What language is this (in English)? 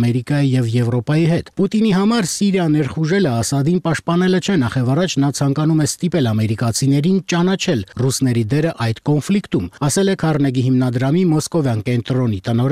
Armenian